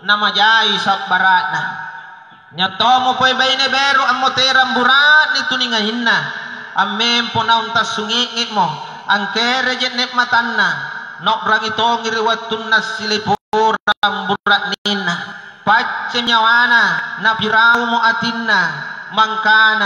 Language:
Makasar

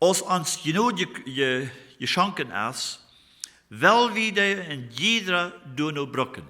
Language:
Plautdietsch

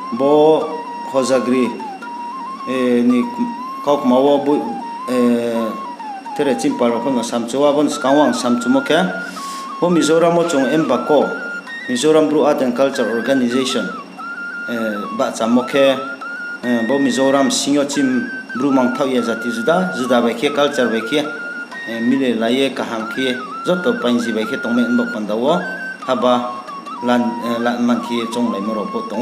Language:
Riang (India)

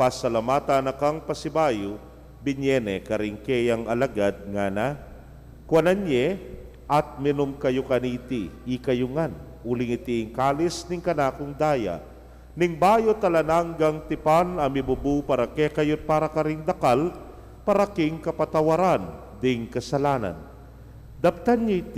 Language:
Pampanga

